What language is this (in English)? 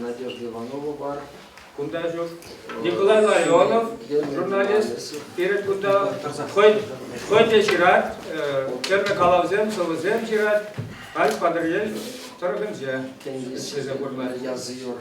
Chuvash